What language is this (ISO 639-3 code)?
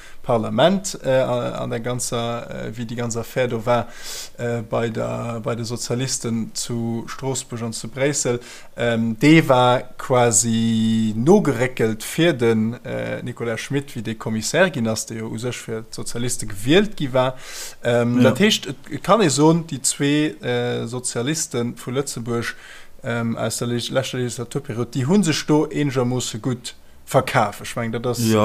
ltz